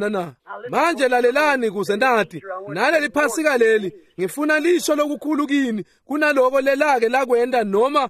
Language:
Swati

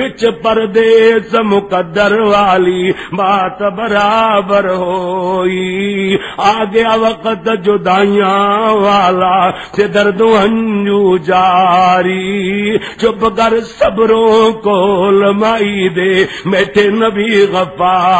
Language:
Western Panjabi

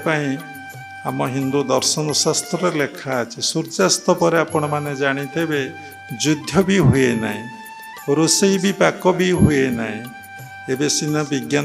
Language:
Odia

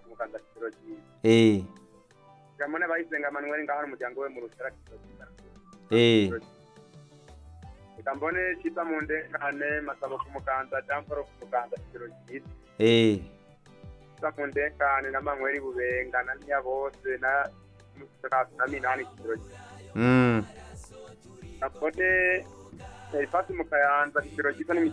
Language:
Rundi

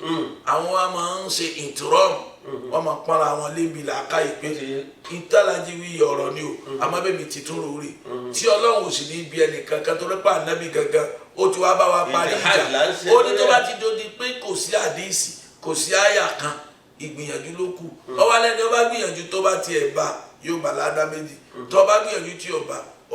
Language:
Yoruba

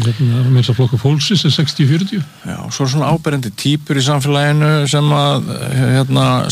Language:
Icelandic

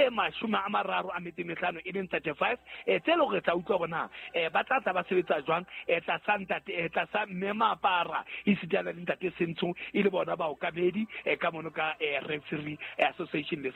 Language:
Southern Sotho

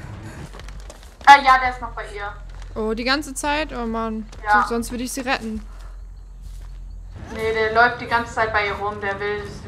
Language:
German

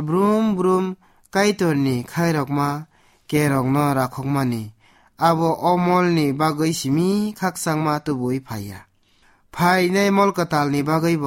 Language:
Kok Borok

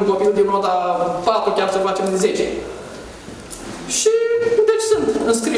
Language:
Romanian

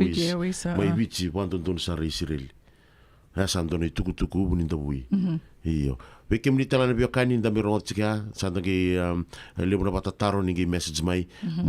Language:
Fijian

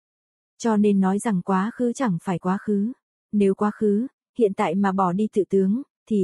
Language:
Vietnamese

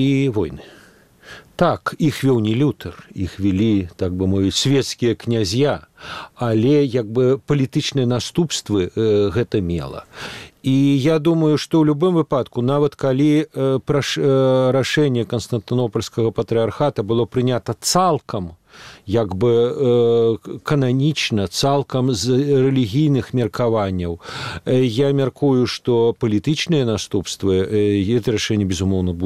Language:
Belarusian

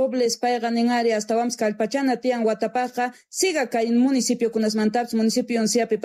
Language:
Quechua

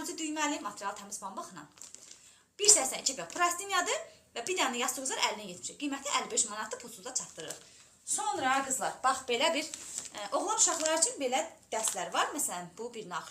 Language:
Azerbaijani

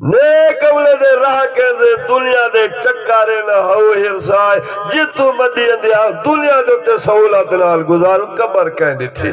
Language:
Saraiki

